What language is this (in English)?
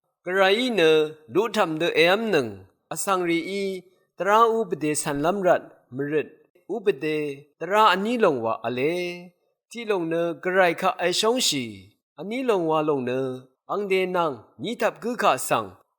Rawang